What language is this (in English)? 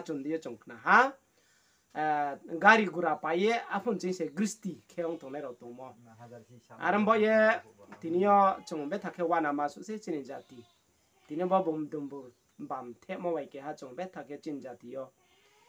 Riang (India)